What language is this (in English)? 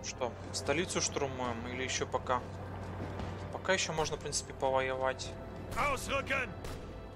Russian